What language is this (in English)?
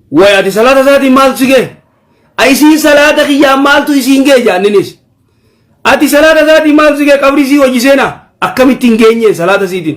Oromo